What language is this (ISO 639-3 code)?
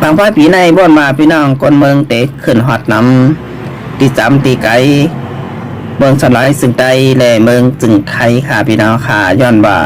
shn